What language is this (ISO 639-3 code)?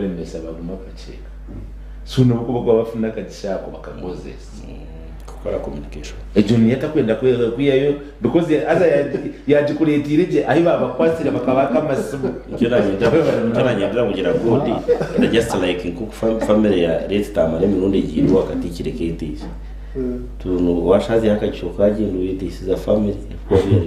nyn